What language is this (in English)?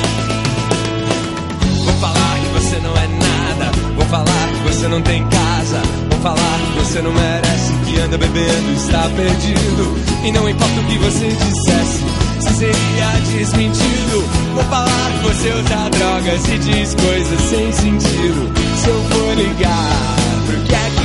Portuguese